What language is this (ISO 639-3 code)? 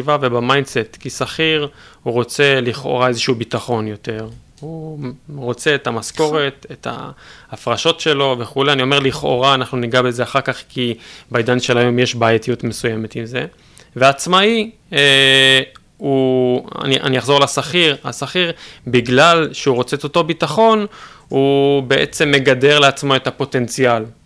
heb